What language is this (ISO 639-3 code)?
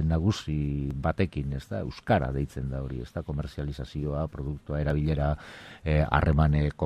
eus